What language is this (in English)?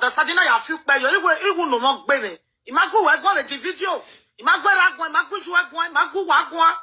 Nigerian Pidgin